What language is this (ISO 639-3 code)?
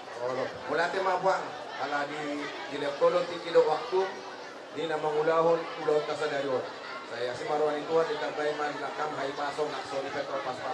bbc